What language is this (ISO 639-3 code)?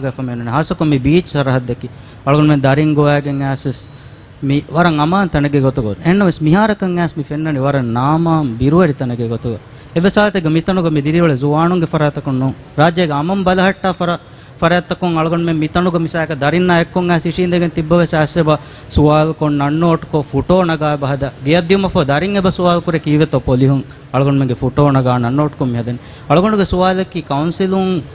div